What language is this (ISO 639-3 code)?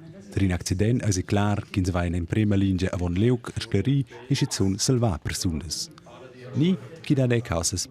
roh